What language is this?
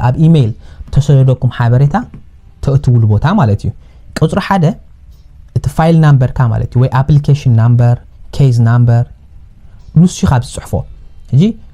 Tigrinya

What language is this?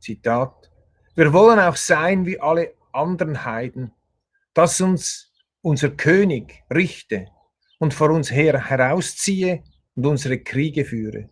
Swiss German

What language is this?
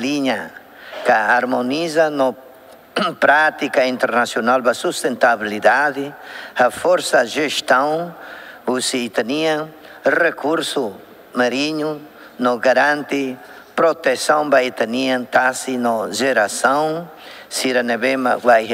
Tetum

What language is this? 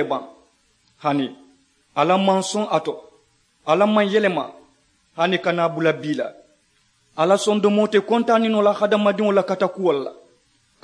Mandingo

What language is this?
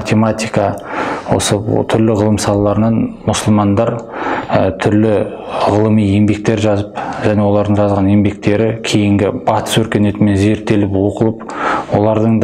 Kazakh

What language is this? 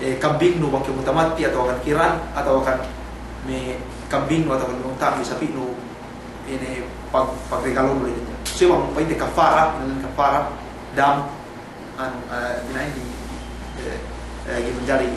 Yakan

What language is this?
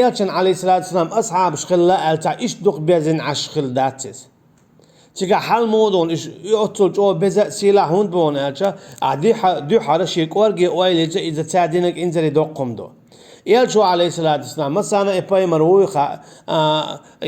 Chechen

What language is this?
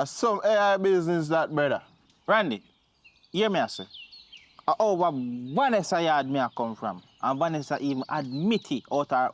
Jamaican Creole English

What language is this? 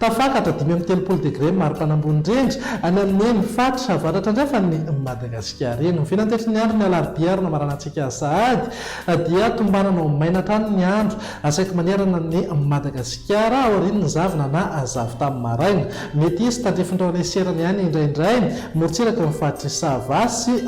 Malagasy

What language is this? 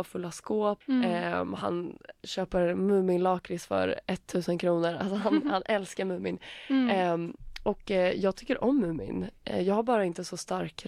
Swedish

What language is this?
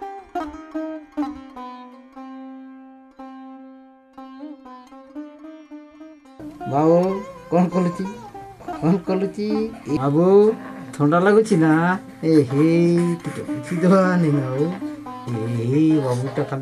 Odia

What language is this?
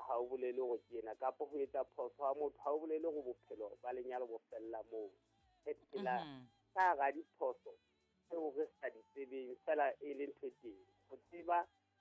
Southern Sotho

